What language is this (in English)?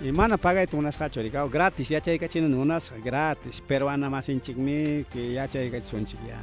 Ayacucho Quechua